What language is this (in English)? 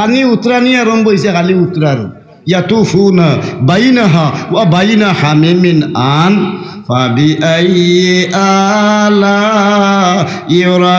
Sylheti